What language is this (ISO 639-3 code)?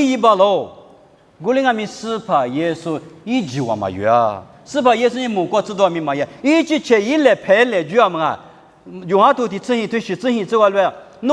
lis